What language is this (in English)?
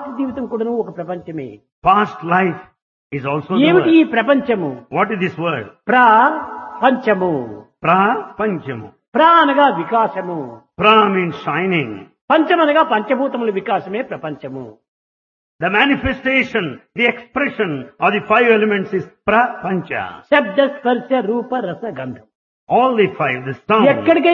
Telugu